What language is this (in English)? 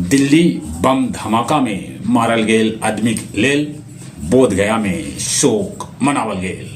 Magahi